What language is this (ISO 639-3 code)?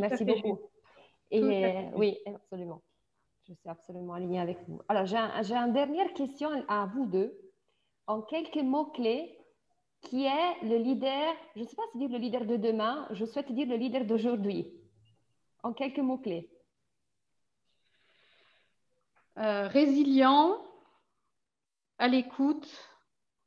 fra